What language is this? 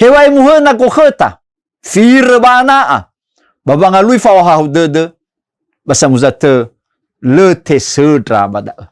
Nias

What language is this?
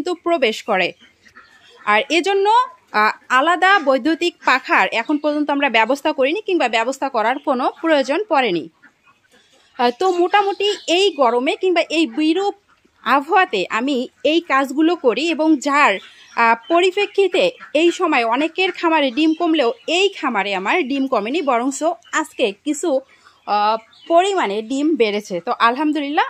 Bangla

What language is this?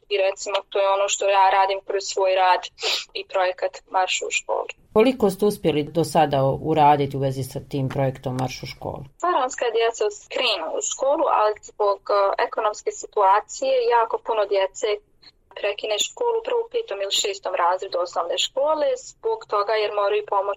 Bosnian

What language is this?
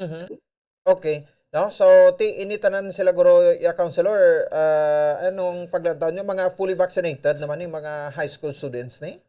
Hiligaynon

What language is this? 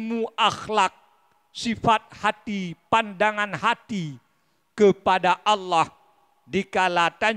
Achinese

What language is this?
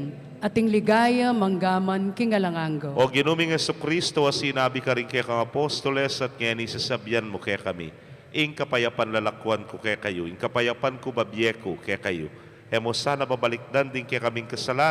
Pampanga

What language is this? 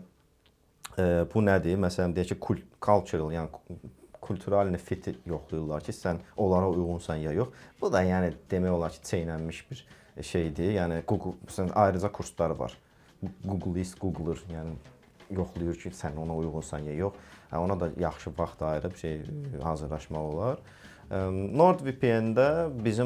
Azerbaijani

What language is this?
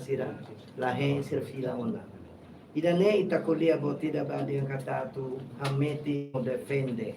Tetum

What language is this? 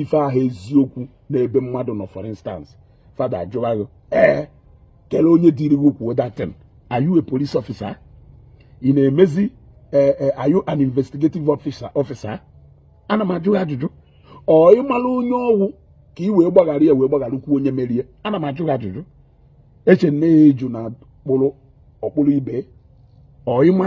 Igbo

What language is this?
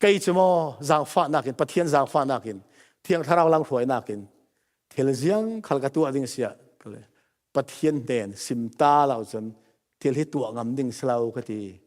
Falam Chin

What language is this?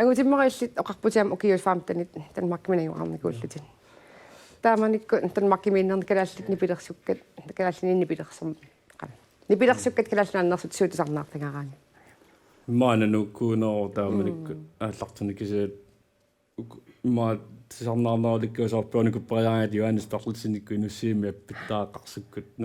Kalaallisut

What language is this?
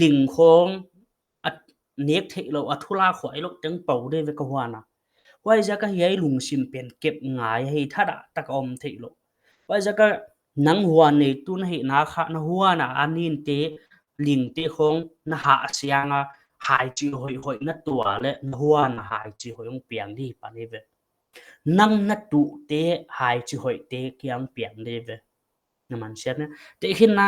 Paite Chin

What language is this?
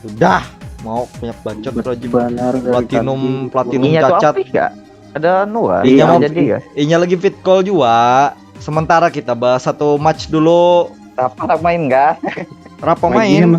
Banjar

